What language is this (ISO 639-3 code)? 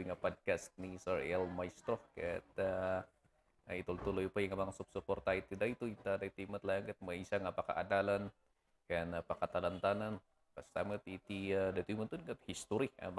ilo